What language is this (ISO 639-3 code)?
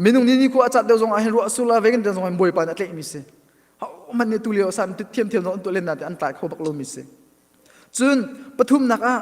cnh